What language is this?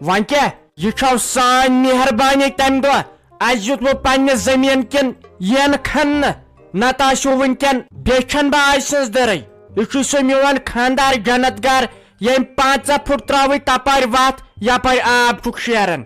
Kashmiri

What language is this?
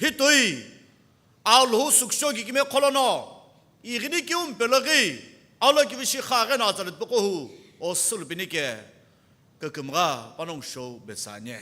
Sumi Naga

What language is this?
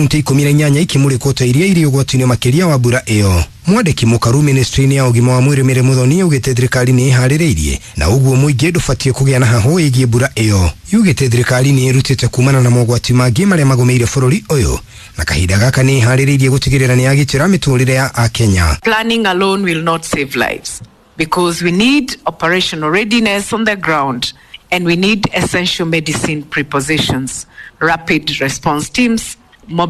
Kikuyu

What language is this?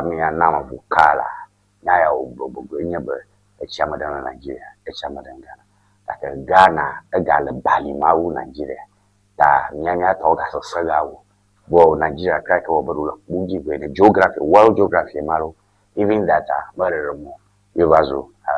Ewe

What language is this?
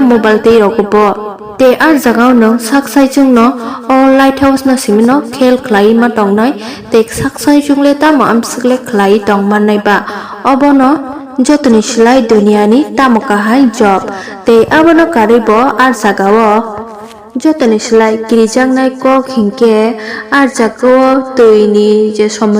Kok Borok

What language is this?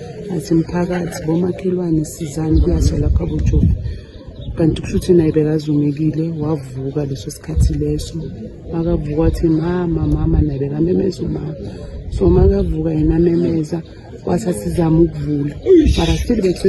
Zulu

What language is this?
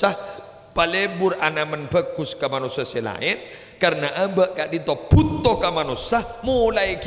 Madurese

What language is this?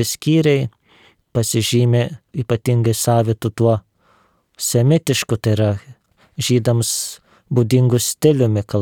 Lithuanian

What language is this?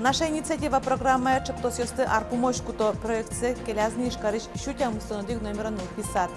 Udmurt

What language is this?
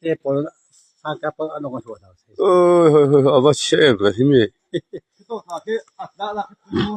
Falam Chin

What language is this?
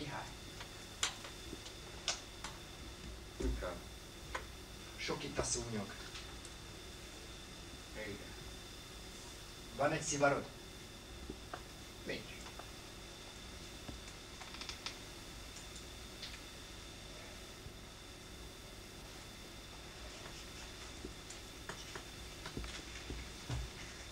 Hungarian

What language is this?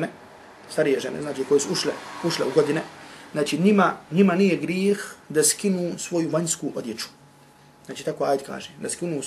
Bosnian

